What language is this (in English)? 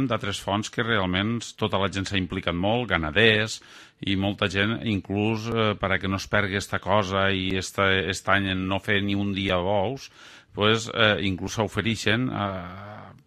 Catalan